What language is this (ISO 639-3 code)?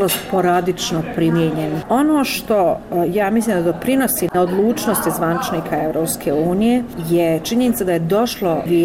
bos